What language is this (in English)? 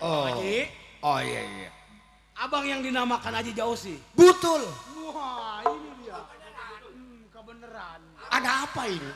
Betawi